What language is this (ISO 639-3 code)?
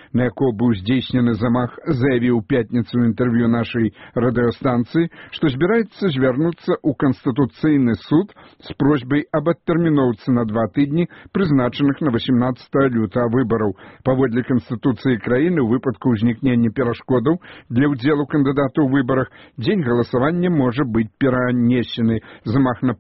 bel